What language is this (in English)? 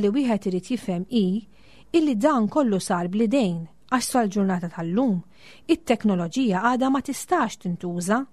Maltese